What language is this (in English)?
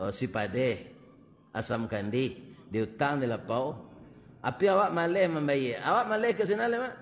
Minangkabau